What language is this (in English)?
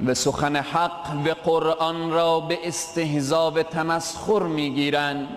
Persian